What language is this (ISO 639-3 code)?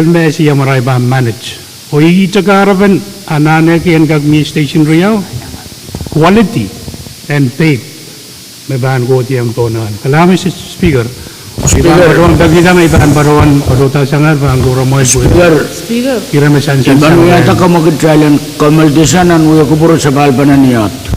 pon